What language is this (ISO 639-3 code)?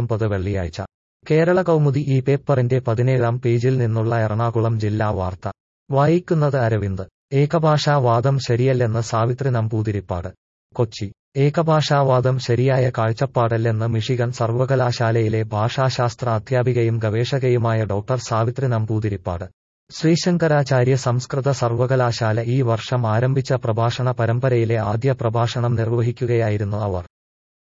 mal